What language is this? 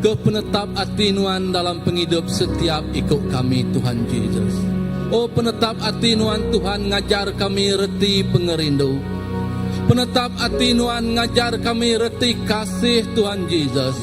Iban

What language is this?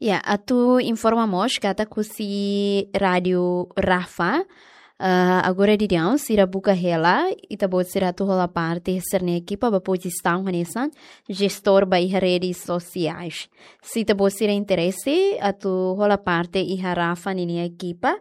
Tetum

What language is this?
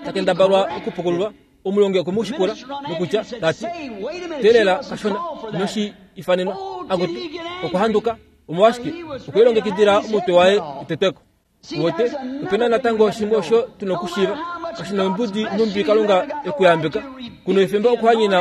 Kuanyama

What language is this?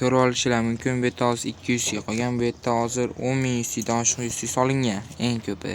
Uzbek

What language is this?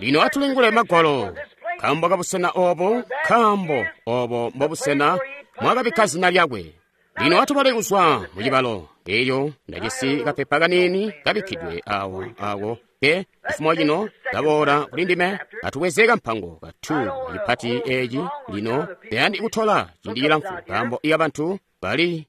Tonga (Zambia)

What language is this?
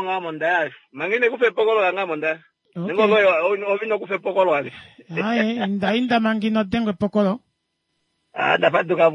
Kuanyama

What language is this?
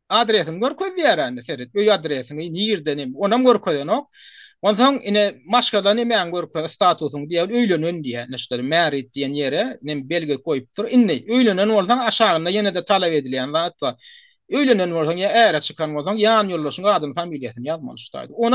Turkmen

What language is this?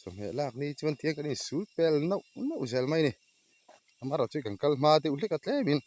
Mizo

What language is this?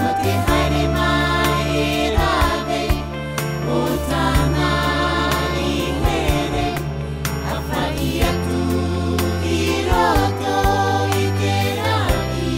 Tahitian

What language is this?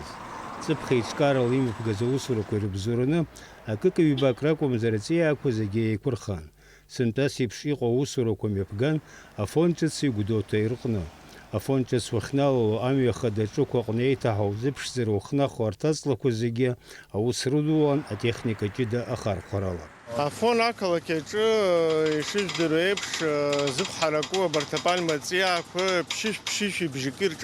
Abkhazian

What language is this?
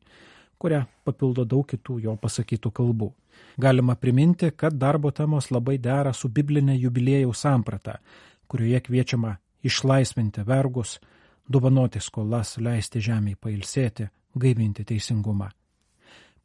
Lithuanian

